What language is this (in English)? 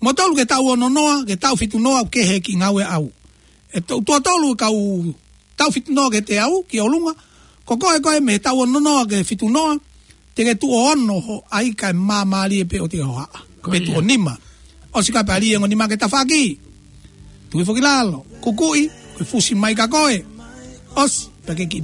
Tongan